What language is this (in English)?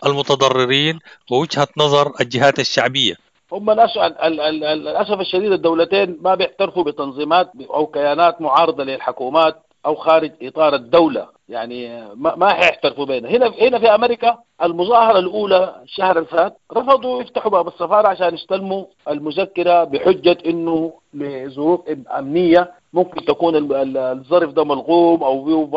Sudanese Arabic